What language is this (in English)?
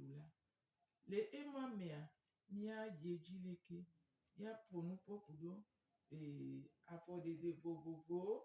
Gen